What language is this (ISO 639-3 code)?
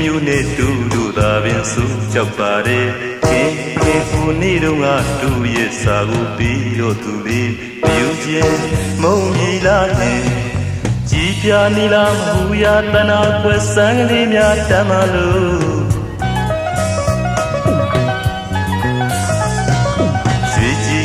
mya